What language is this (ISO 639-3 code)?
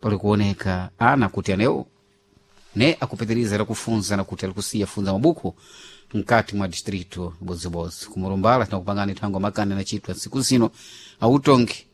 seh